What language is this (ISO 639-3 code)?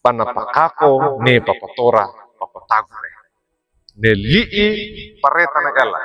wew